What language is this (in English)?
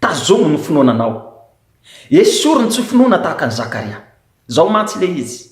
Malagasy